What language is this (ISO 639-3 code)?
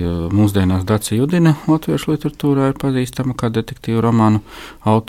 lav